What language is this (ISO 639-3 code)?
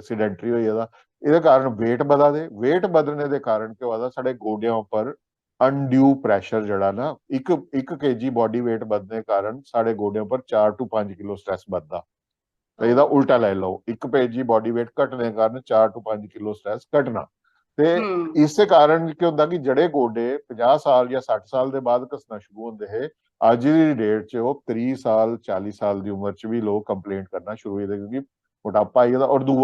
doi